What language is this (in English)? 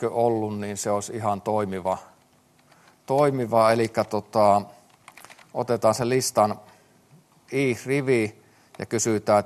Finnish